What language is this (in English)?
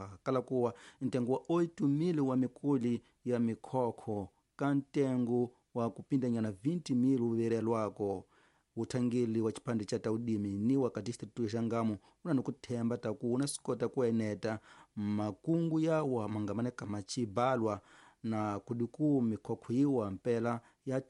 Tsonga